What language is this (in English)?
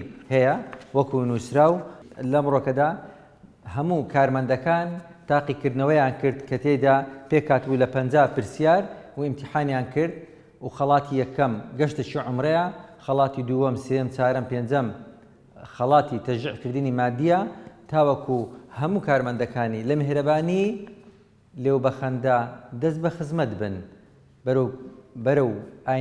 Central Kurdish